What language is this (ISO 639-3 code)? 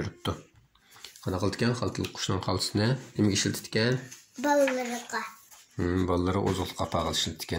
uig